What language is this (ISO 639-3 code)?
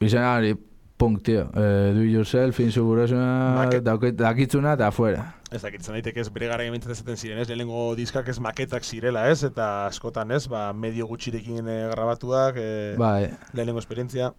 eus